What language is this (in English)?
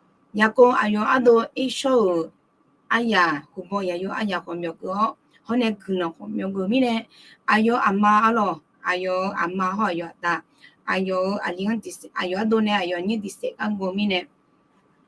Akha